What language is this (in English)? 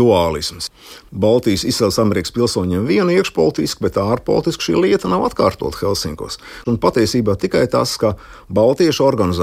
Latvian